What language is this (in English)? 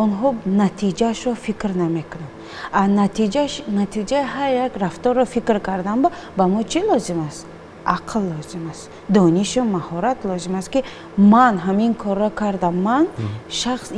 Tajik